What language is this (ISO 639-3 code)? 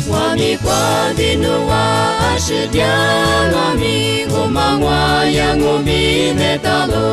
lis